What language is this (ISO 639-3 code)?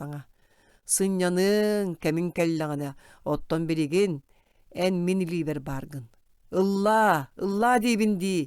sah